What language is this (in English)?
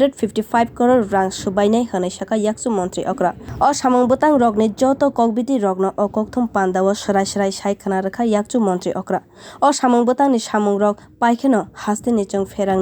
Kok Borok